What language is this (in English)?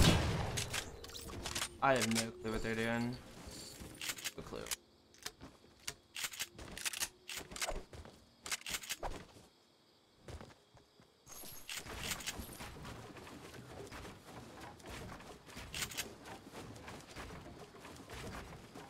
English